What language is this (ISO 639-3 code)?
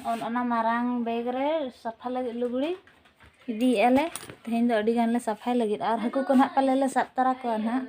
sat